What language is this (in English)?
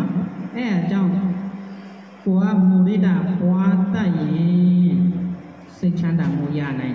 Burmese